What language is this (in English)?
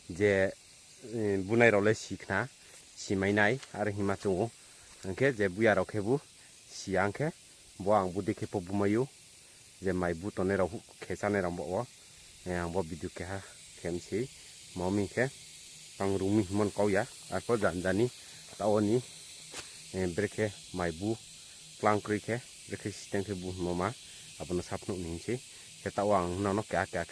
Riang (India)